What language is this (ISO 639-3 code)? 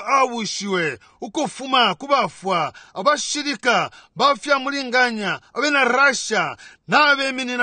bem